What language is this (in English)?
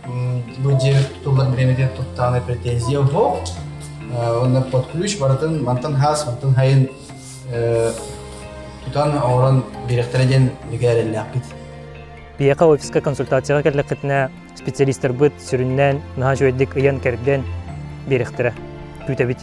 Yakut